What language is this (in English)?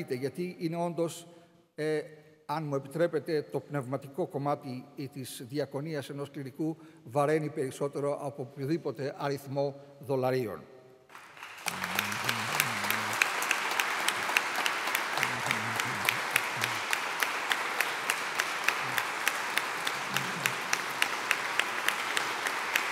Greek